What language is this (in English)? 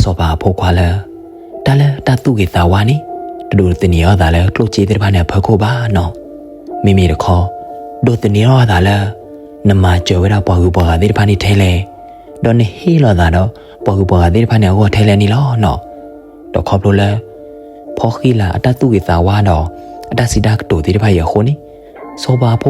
S'gaw Karen